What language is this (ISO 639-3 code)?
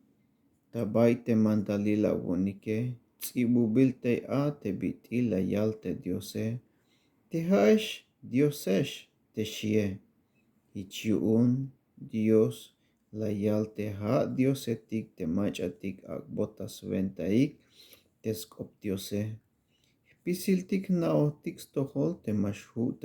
tzh